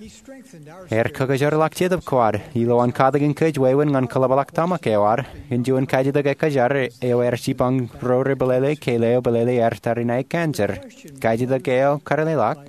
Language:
Marshallese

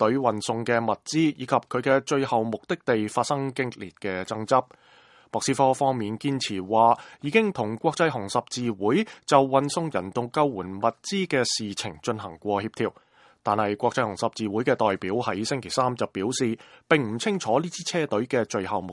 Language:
Cantonese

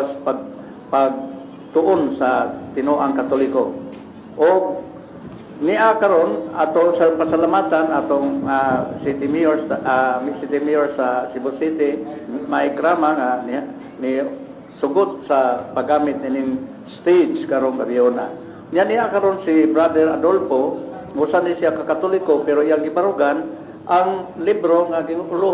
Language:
Cebuano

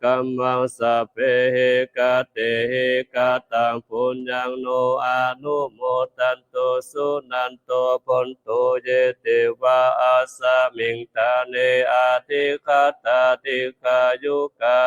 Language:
Pali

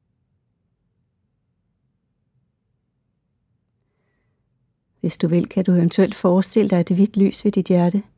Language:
Danish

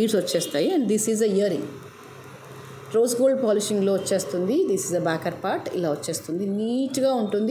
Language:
Telugu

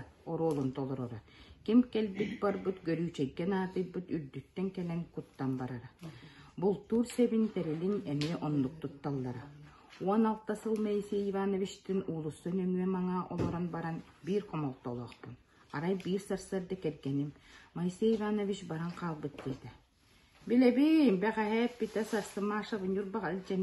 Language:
Yakut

